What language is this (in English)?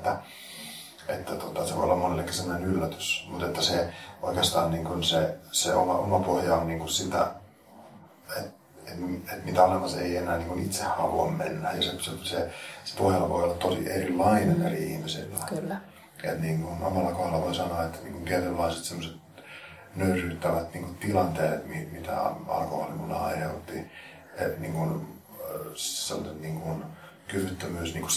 Finnish